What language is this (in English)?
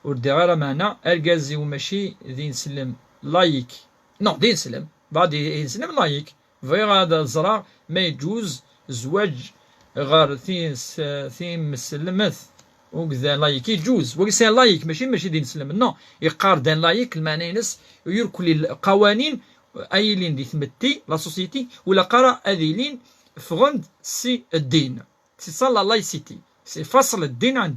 Kabyle